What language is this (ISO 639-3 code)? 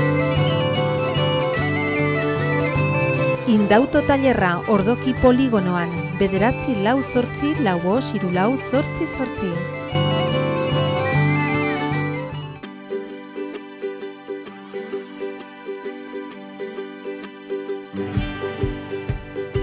eus